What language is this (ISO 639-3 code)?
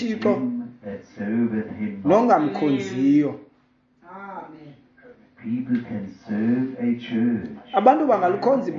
xho